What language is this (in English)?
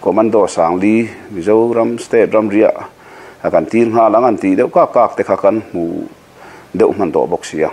Mizo